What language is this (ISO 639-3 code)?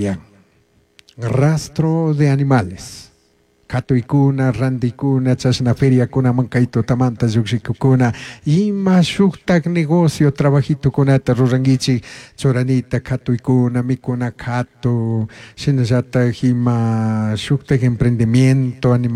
qug